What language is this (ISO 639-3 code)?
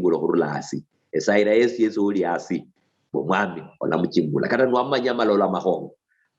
luy